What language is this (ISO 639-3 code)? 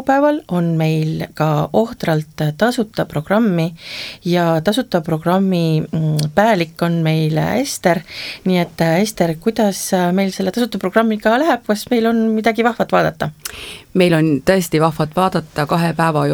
est